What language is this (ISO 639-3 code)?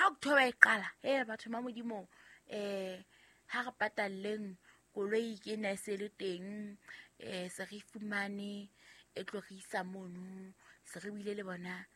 sot